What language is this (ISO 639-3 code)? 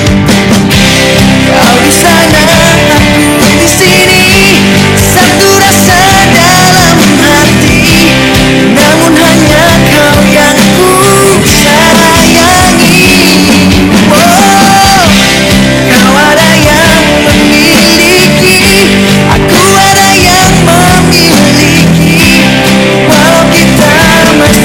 ind